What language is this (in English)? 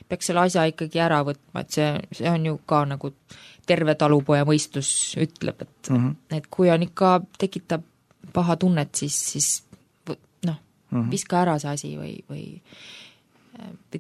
Estonian